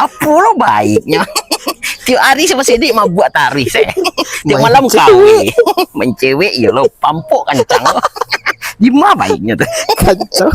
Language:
Minangkabau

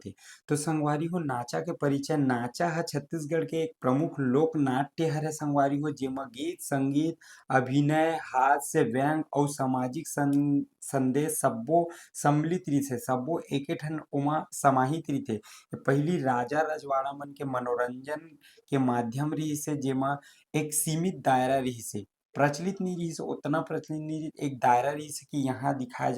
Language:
Chhattisgarhi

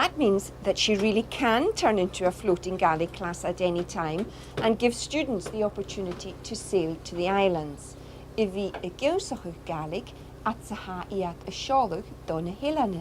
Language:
Scottish Gaelic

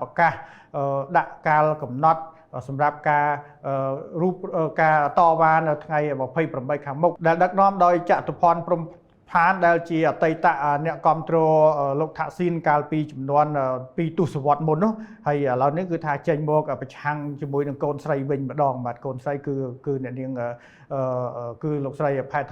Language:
Khmer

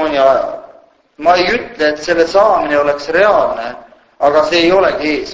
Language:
Estonian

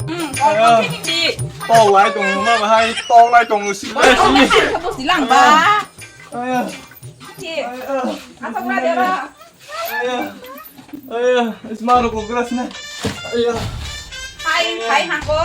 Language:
Kok Borok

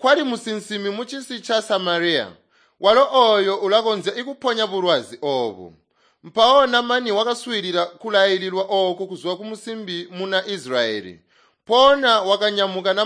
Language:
Tonga (Zambia)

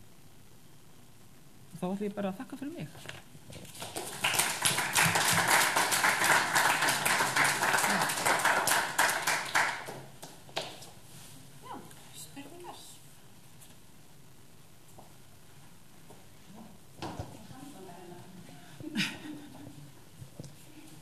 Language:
Icelandic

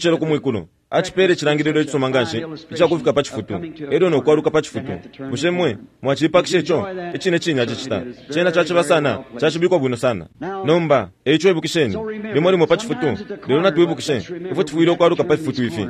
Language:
Bemba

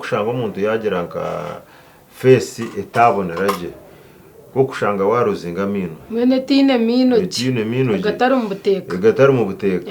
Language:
Nyankole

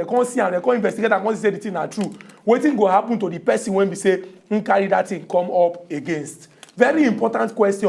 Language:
Nigerian Pidgin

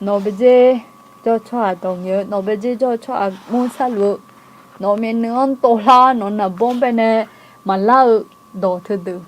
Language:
Akha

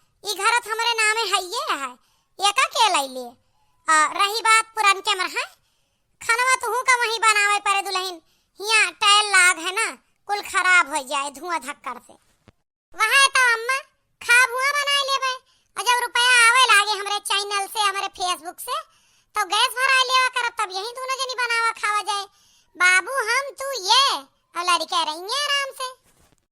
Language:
Awadhi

